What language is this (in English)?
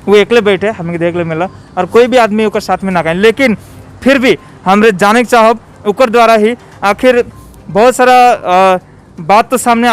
Sadri